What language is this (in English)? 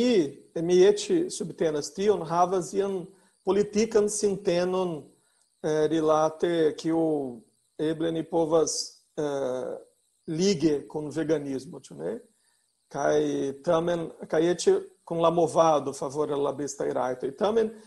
Esperanto